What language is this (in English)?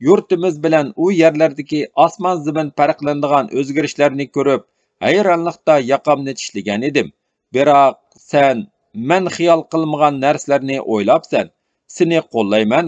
Uyghur